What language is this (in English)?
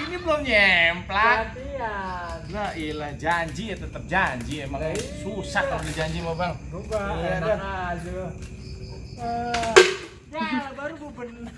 Betawi